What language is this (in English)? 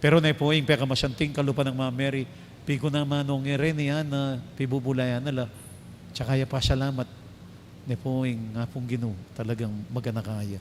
Pampanga